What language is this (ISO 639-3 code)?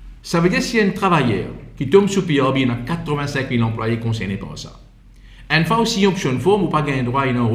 mfe